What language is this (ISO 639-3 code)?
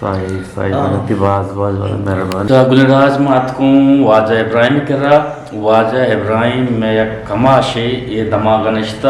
bgp